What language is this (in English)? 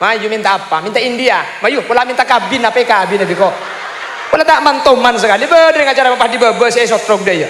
Madurese